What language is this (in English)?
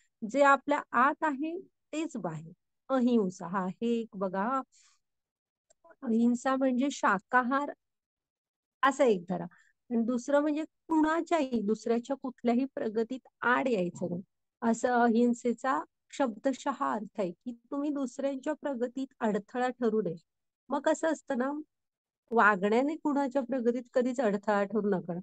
Marathi